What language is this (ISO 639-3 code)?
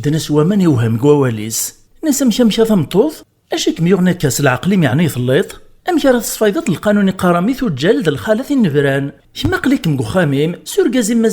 kab